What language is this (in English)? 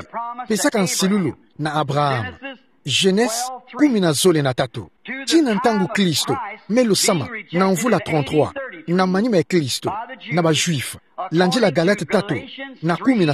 Kituba (Democratic Republic of Congo)